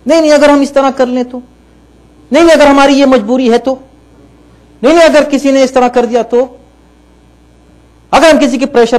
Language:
Urdu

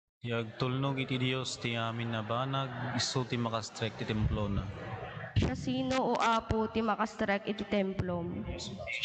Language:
Iloko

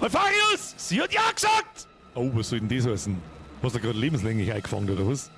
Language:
Bavarian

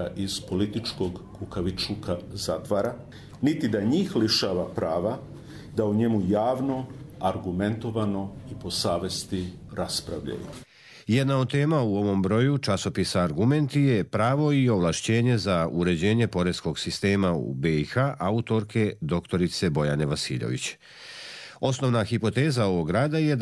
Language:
Serbian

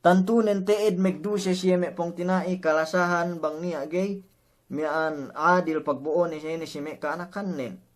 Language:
Yakan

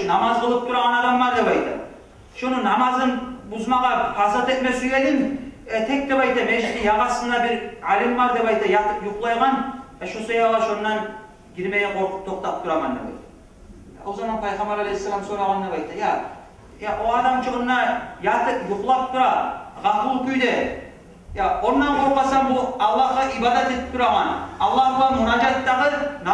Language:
Kumyk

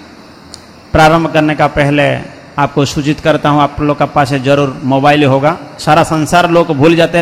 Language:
Hindi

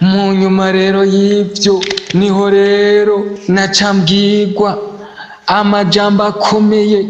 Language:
Rundi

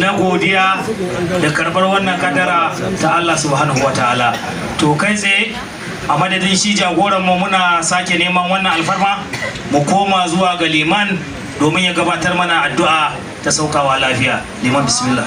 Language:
Hausa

